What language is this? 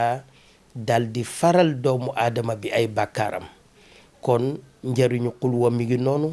Wolof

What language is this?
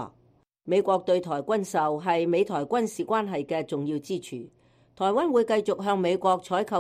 Cantonese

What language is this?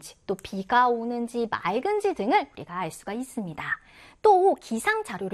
Korean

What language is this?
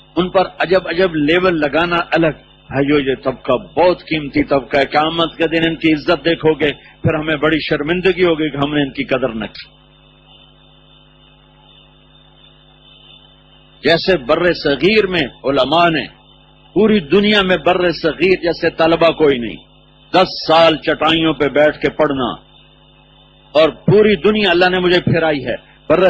Urdu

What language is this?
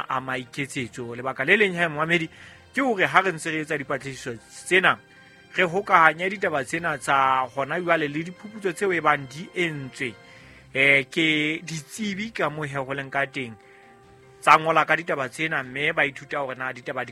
Southern Sotho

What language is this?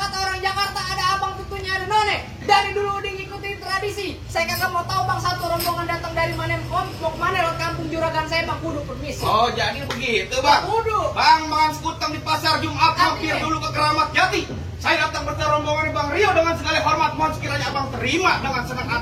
Betawi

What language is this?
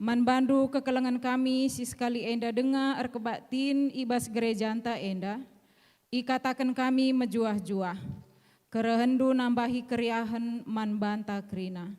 Batak Karo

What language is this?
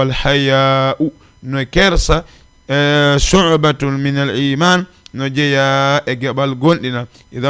Fula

